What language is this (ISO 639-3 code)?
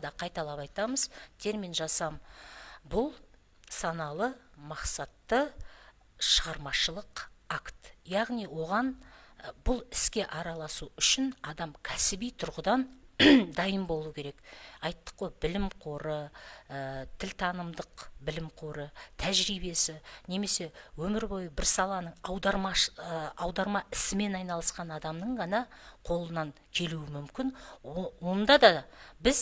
kaz